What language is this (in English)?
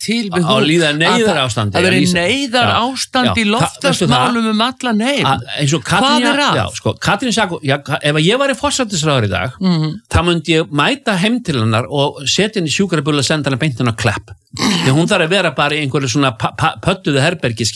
Icelandic